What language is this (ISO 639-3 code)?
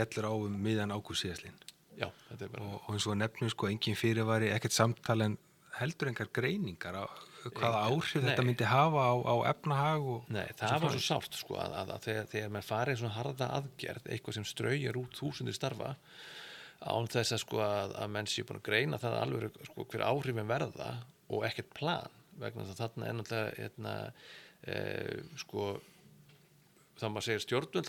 isl